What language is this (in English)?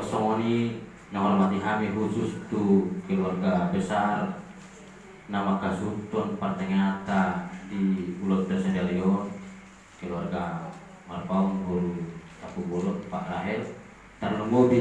Batak Toba